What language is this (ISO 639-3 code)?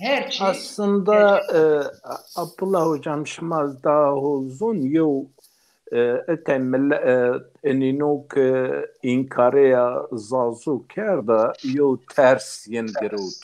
zza